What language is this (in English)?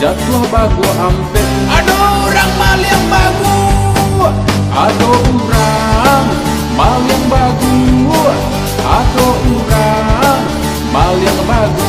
Minangkabau